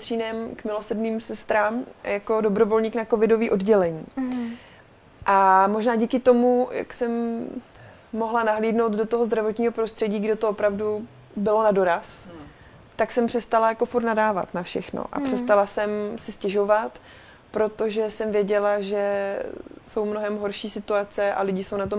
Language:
Czech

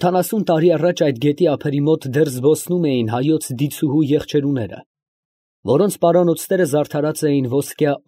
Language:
Armenian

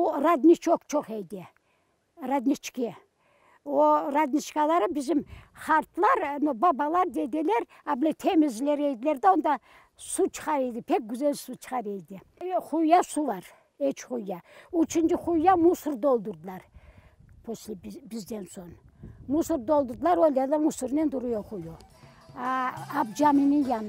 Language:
Crimean Tatar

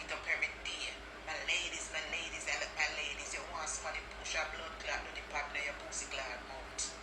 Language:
Jamaican Creole English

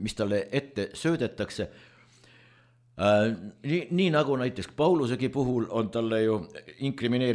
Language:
Estonian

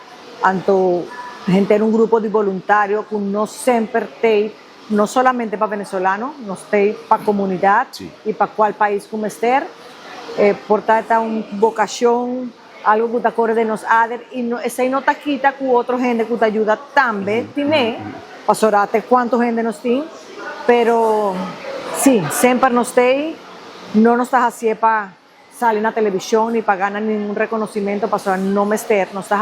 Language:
Papiamento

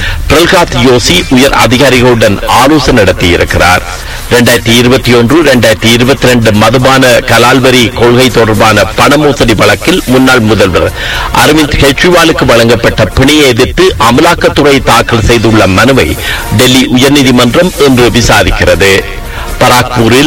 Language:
Tamil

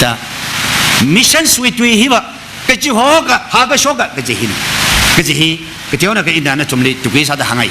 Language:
Tangkhul Naga (India)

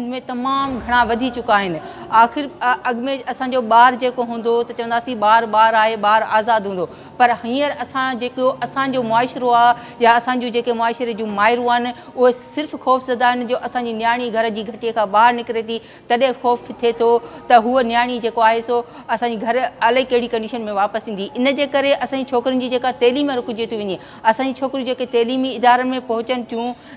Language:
Sindhi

